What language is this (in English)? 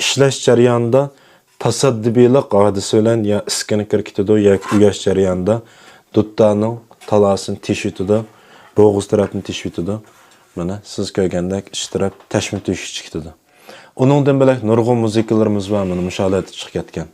Uyghur